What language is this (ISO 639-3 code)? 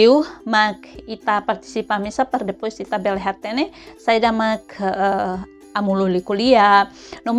tet